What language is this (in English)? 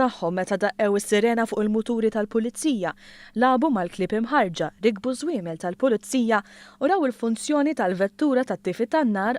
Maltese